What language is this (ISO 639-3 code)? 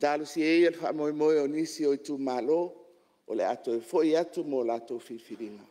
smo